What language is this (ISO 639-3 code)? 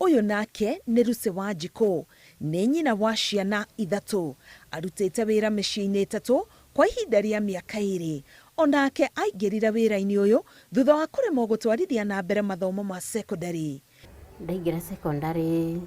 kik